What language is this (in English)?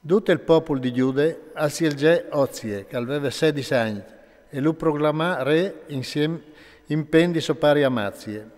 Friulian